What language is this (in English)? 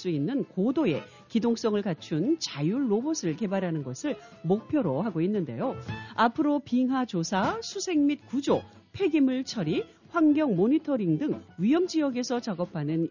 Korean